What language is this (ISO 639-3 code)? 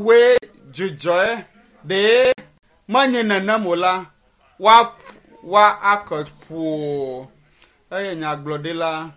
ewe